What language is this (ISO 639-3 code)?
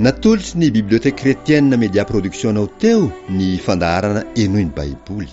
mlg